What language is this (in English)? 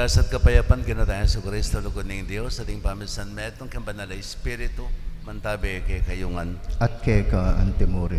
Pampanga